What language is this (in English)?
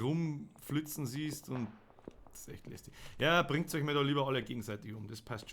Bavarian